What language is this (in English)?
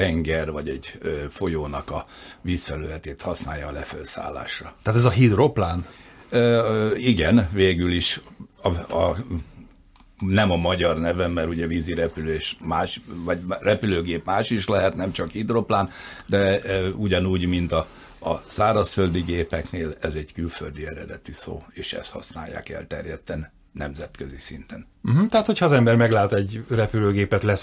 Hungarian